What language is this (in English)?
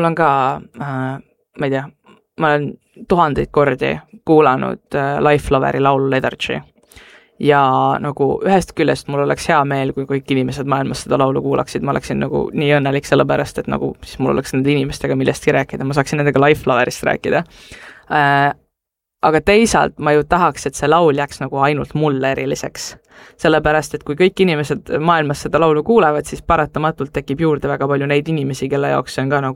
Estonian